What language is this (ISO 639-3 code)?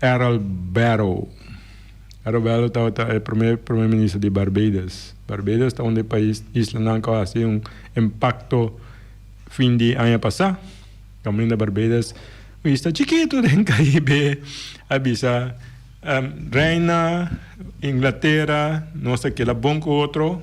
pap